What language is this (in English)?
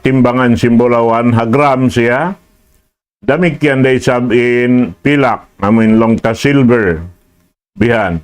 Tausug